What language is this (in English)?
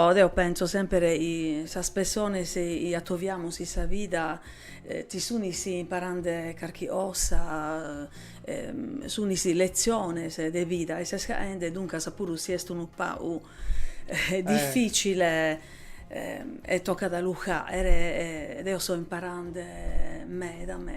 Sardinian